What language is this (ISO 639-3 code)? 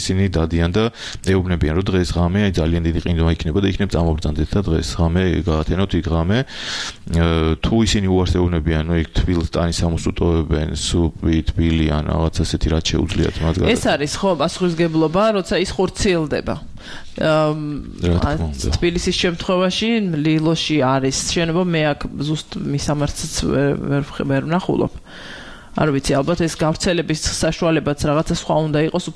kat